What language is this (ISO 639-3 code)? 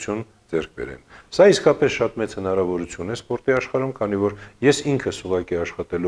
hye